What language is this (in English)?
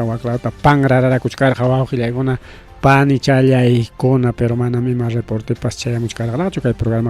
Ayacucho Quechua